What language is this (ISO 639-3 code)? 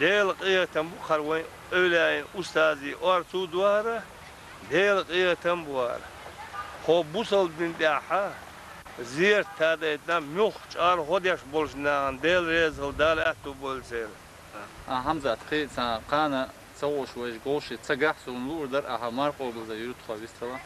che